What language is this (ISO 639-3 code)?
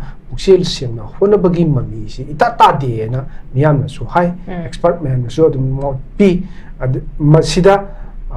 mni